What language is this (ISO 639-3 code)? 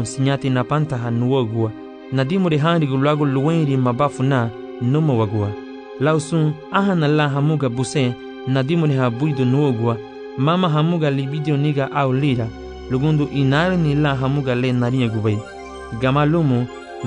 cab